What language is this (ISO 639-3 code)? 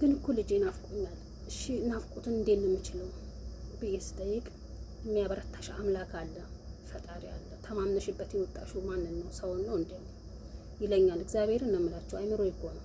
amh